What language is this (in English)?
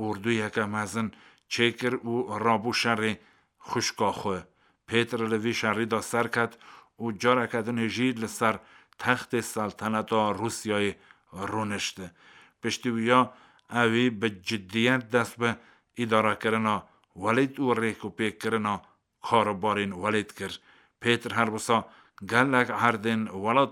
Kurdish